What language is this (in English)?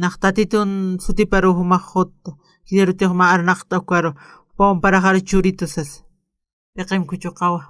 Aymara